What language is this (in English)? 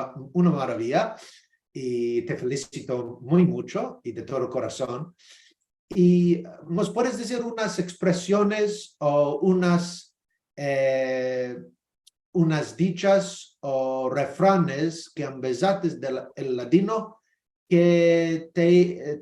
Ladino